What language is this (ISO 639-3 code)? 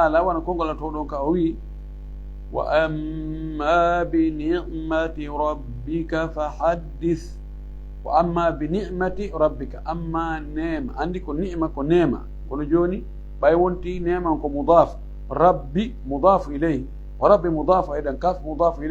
ful